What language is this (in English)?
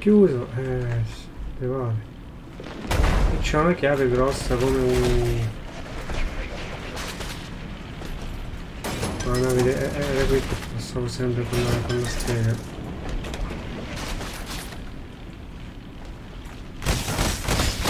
Italian